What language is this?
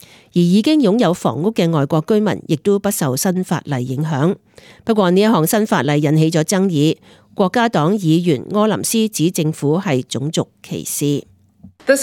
Cantonese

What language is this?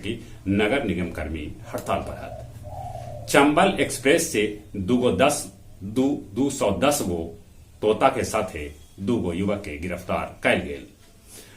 Magahi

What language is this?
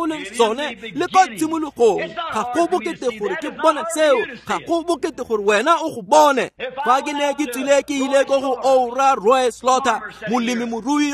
Tswana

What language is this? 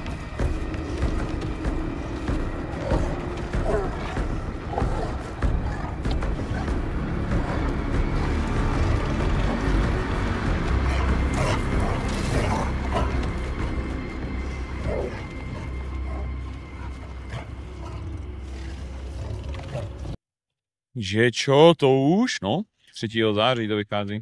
Czech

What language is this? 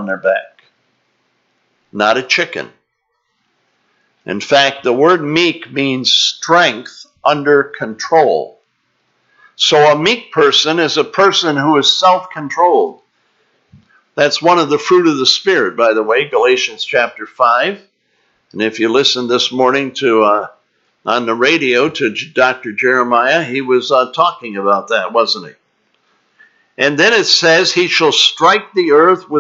English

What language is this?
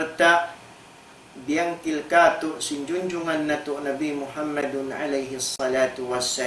Tausug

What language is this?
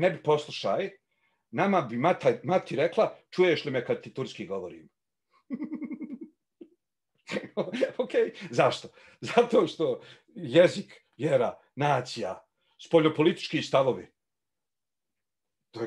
Bosnian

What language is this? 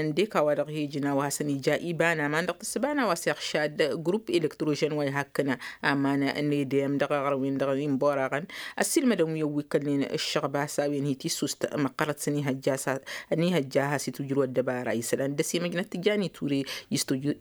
Tamasheq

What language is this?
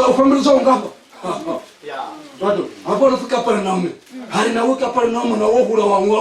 Venda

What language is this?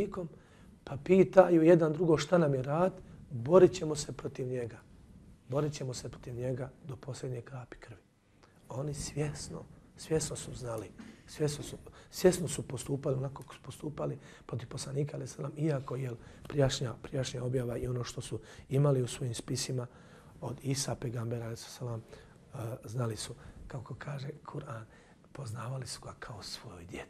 Bosnian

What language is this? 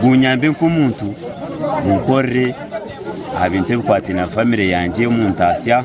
Nyankole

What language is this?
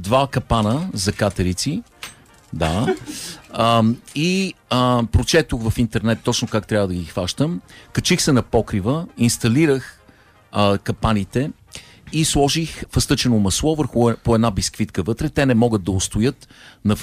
Bulgarian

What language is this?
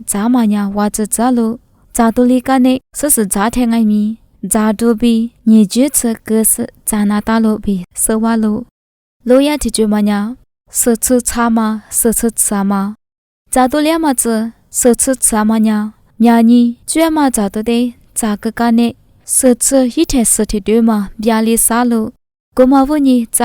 Lisu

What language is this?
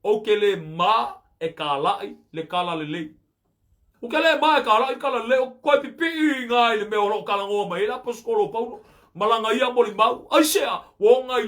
Samoan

